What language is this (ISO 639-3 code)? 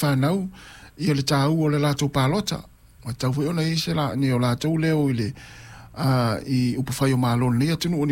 smo